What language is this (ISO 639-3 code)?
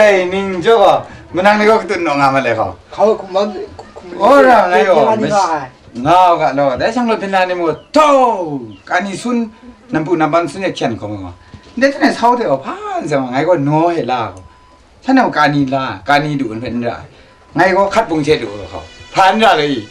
kac